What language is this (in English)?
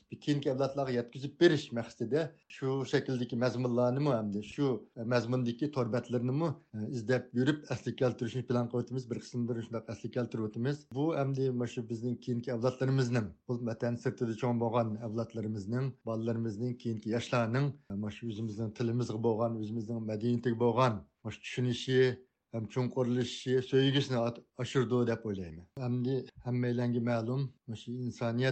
Uyghur